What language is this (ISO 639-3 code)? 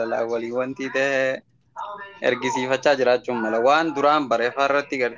orm